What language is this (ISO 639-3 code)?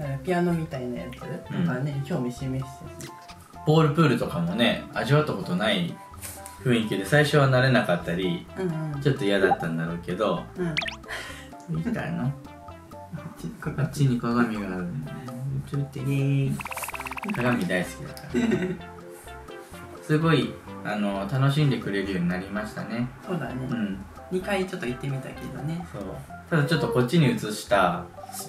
jpn